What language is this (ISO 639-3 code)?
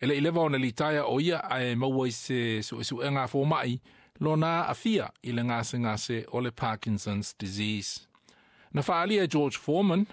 smo